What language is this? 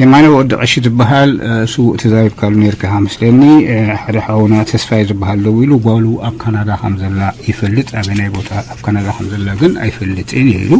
Tigrinya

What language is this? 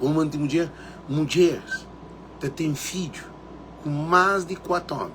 Kabuverdianu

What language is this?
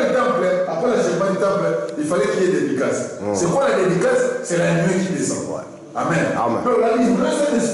French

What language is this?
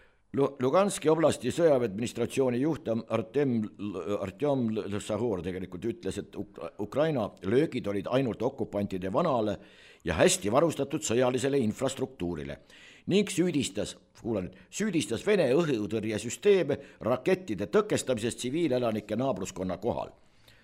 Estonian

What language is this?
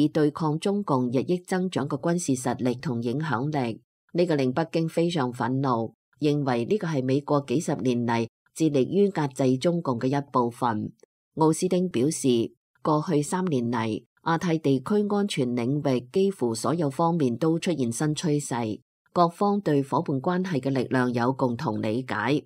Cantonese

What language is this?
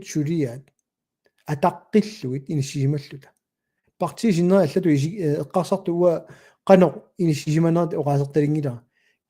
Kalaallisut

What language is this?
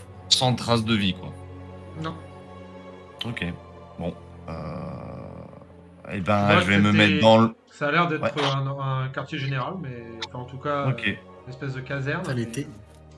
French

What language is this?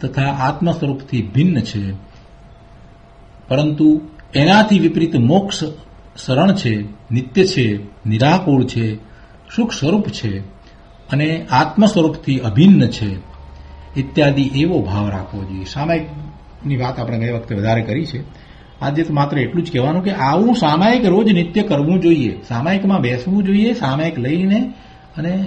Gujarati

